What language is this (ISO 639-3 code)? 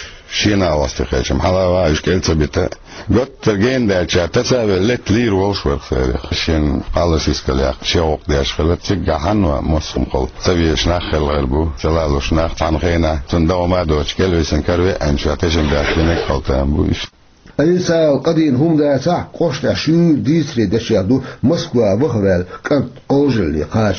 che